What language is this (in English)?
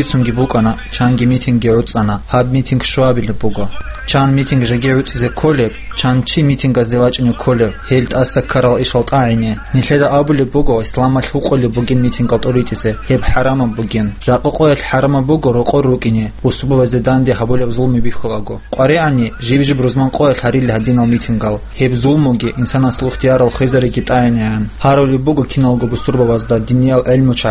Avaric